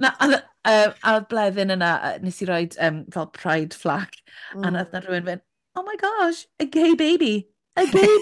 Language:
Welsh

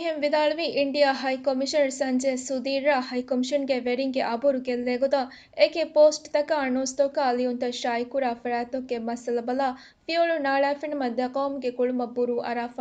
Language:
Divehi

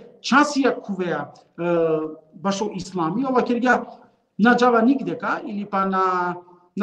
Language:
Balkan Romani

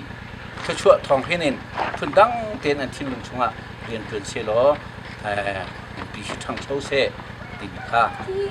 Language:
Hakha Chin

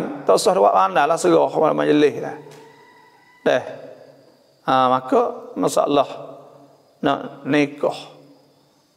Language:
Malay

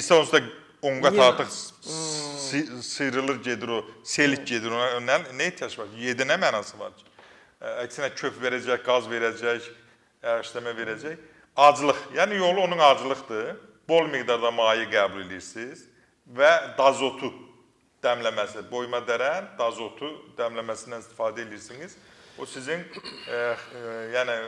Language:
Azerbaijani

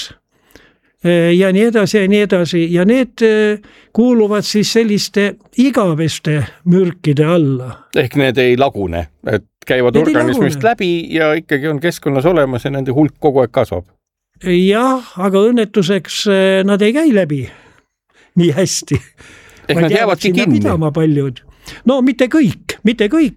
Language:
Estonian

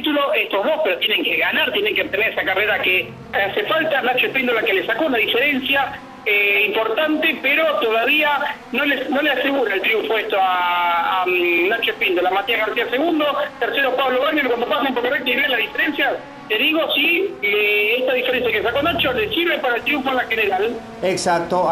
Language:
Spanish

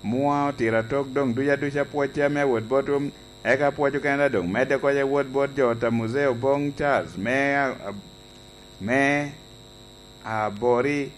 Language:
Lango (Uganda)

